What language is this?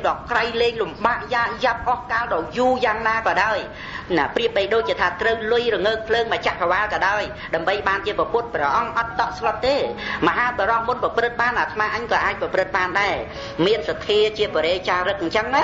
Khmer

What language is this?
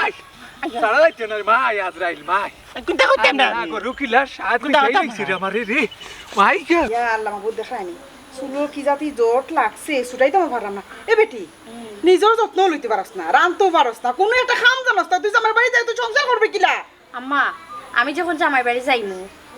Sylheti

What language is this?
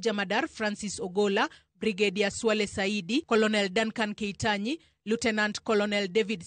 Luo (Kenya and Tanzania)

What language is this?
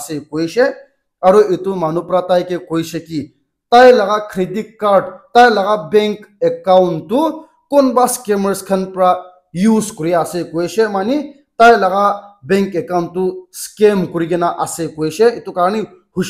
Naga Pidgin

